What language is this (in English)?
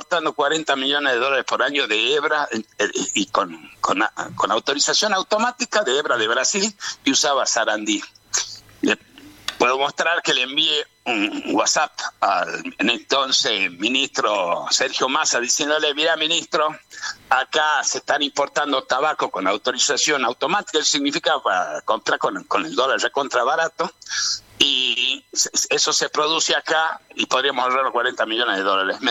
Spanish